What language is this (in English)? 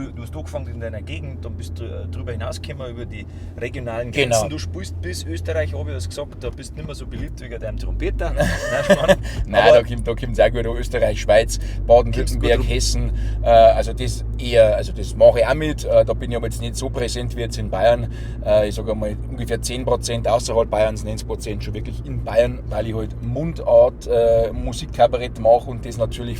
Bavarian